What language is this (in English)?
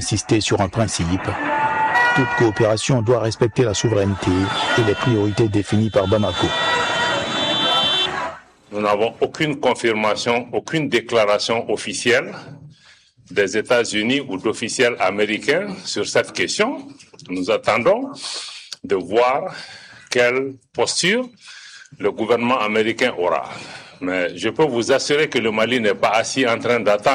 French